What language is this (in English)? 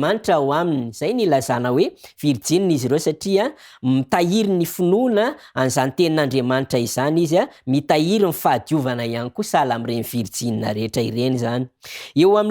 Malagasy